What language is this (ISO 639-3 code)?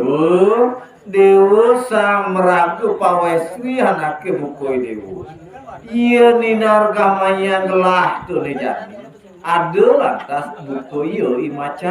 ban